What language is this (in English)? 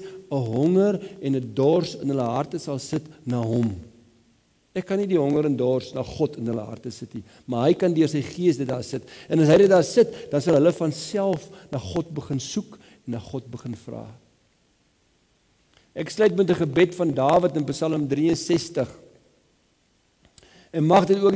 Afrikaans